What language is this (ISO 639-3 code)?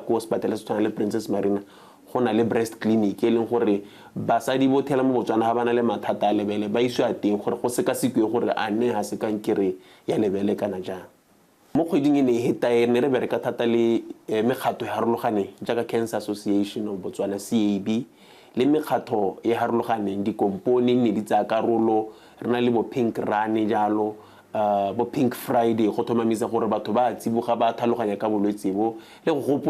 tsn